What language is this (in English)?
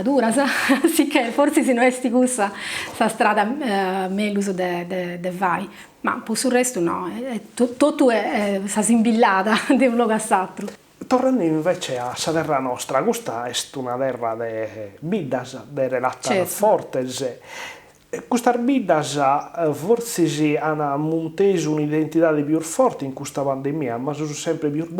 Sardinian